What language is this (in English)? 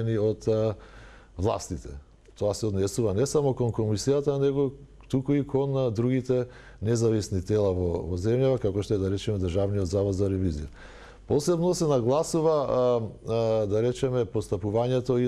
Macedonian